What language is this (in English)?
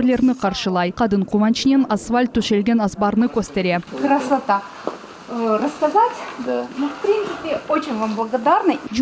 Crimean Tatar